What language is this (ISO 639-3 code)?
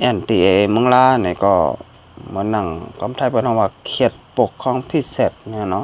shn